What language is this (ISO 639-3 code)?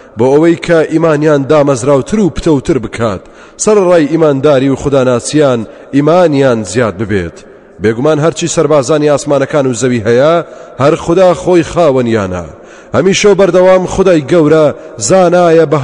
ckb